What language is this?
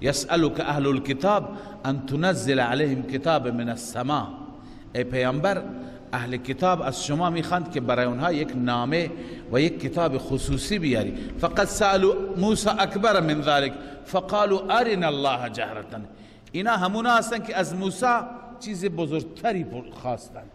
Persian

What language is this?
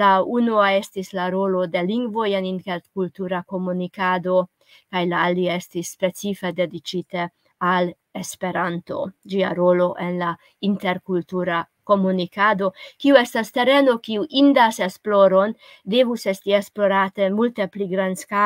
Esperanto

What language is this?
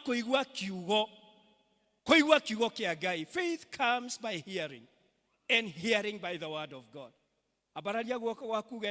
Kikuyu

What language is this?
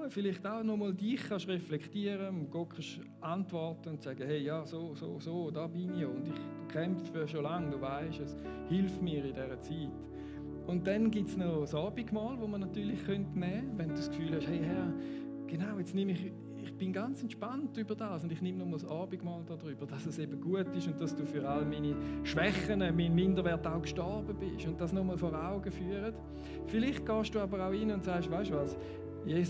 Swiss German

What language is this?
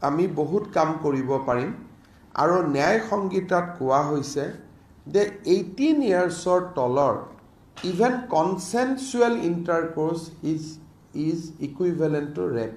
Assamese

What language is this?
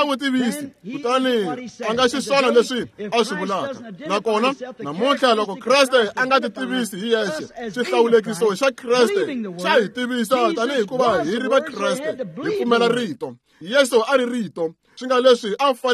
Tsonga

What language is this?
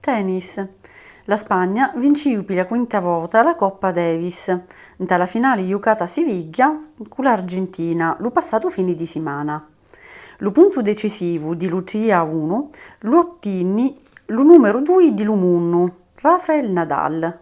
Sicilian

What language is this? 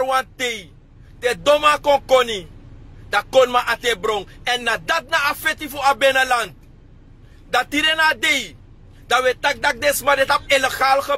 Sranan Tongo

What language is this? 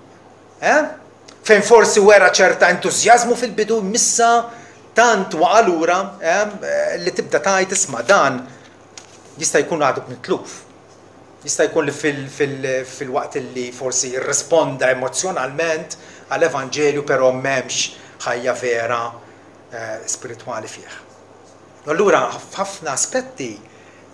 Maltese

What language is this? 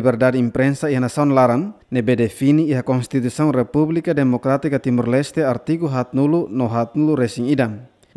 Tetum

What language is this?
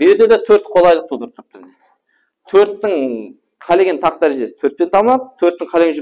Kara-Kalpak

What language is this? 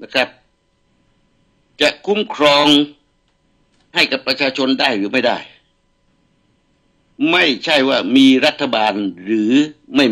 Thai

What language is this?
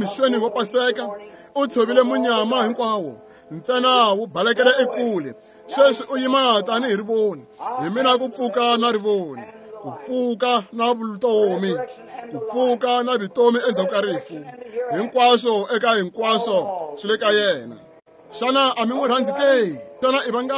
Tsonga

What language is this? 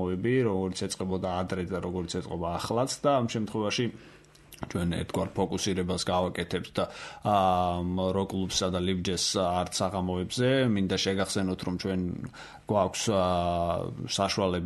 Georgian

